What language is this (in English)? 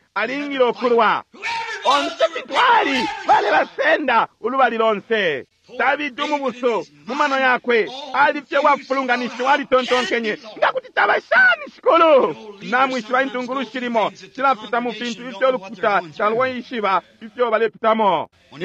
Bemba